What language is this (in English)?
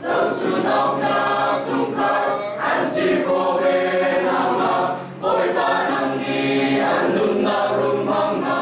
Hakha Chin